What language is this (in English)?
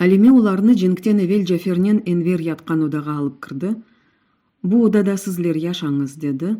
Crimean Tatar